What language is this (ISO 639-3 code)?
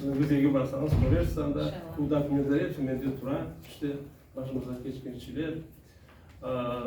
crh